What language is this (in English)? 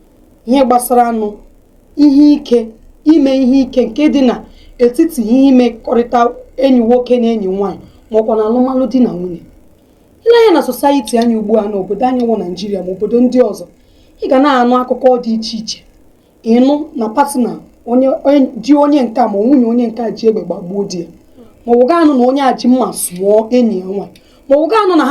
Igbo